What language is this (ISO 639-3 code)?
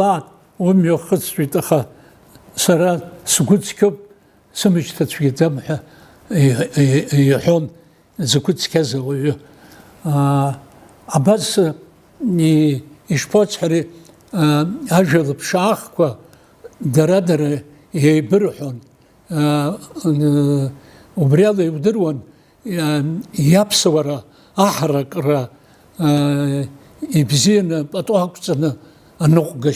abk